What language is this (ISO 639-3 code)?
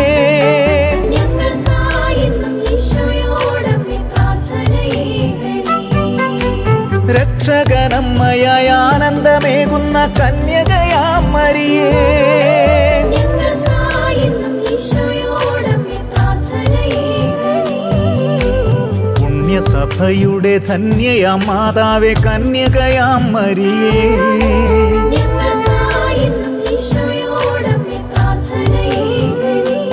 mal